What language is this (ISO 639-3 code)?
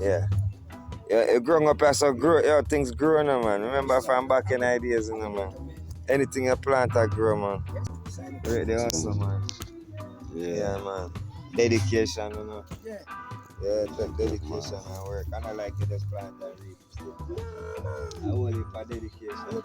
jam